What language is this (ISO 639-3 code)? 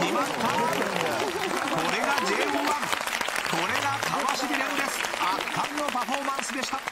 jpn